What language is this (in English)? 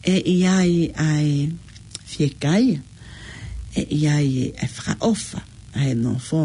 Tongan